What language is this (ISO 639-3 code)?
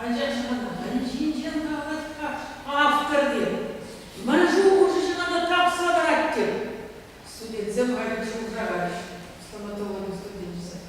chv